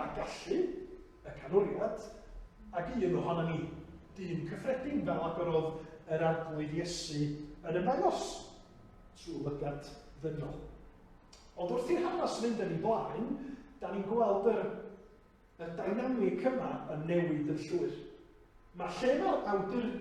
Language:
Welsh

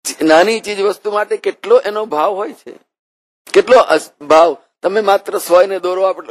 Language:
Gujarati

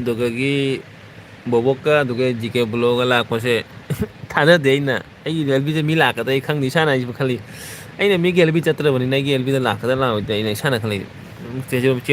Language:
Manipuri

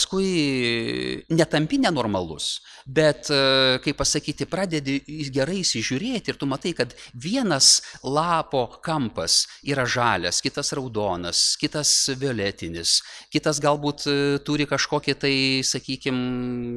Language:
Lithuanian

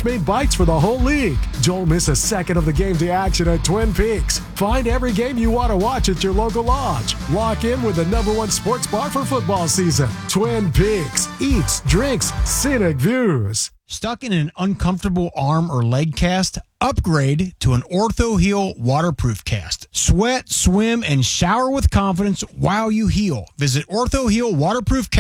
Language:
English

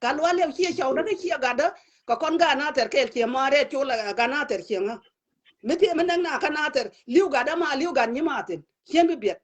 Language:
Nuer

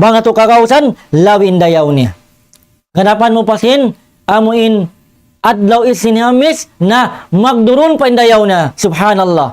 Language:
Tausug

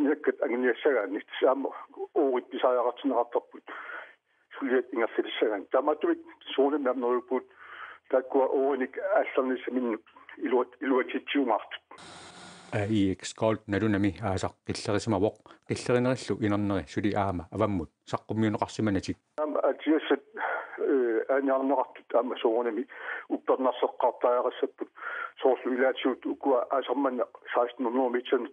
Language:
Kalaallisut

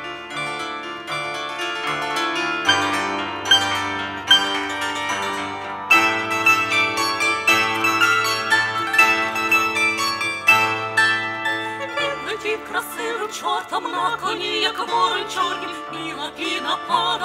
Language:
Ukrainian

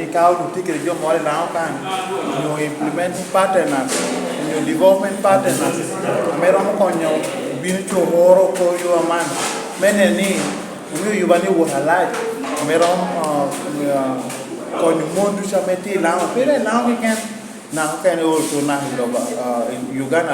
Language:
Lango (Uganda)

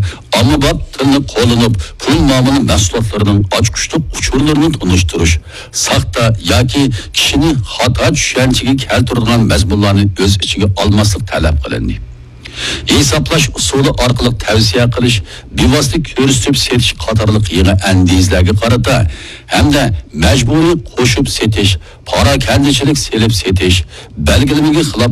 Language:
Uyghur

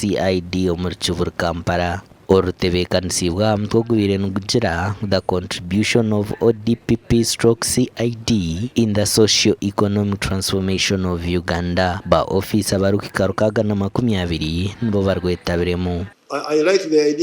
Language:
Nyankole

